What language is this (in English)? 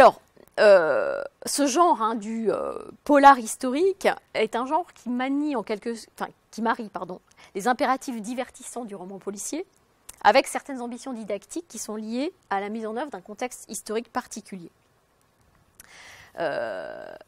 French